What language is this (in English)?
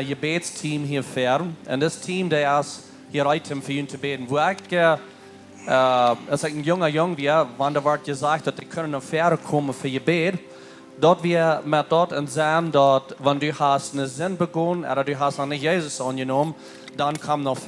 Plautdietsch